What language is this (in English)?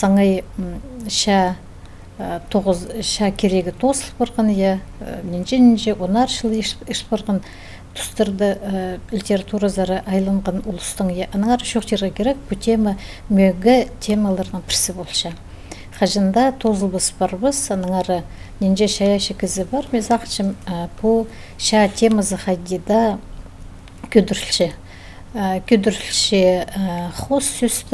Khakas